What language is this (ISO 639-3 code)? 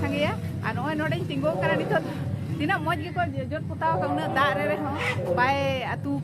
sat